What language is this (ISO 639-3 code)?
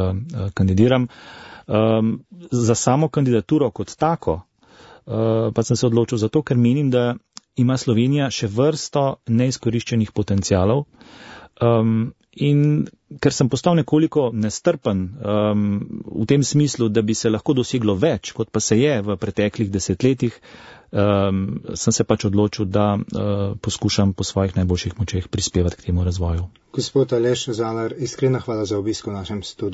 slv